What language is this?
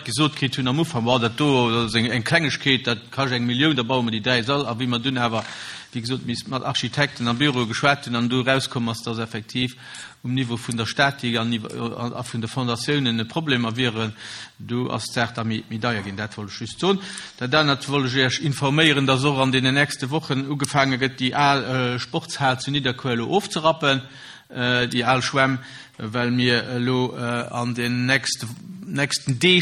Luxembourgish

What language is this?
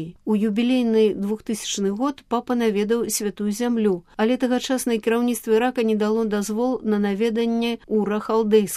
Belarusian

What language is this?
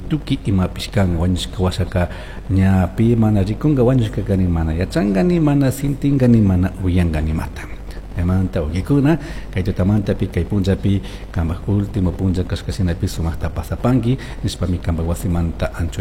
Chimborazo Highland Quichua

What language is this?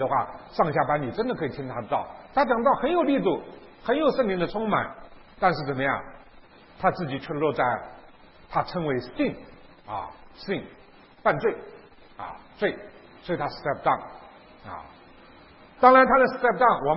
Chinese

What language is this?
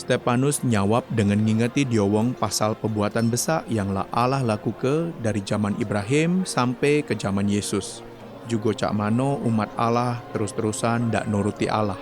Musi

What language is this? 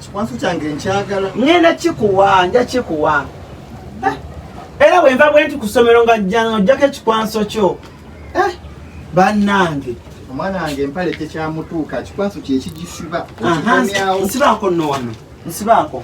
Ganda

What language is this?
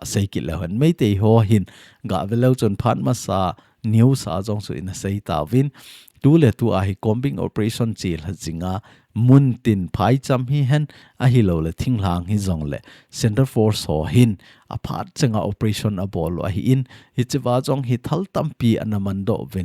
Thado Chin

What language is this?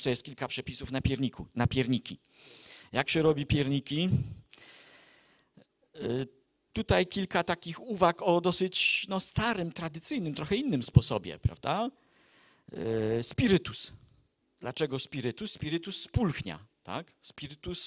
Polish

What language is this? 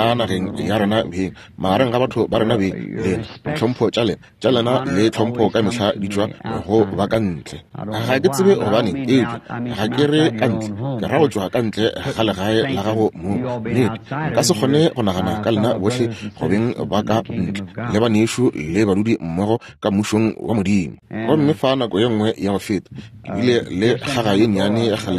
Northern Sotho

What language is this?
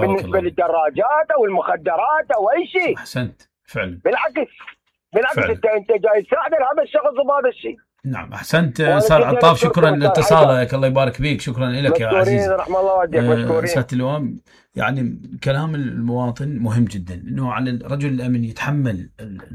Mesopotamian Arabic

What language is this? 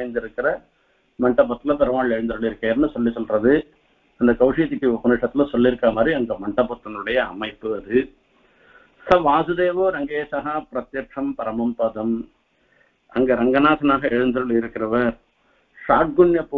Tamil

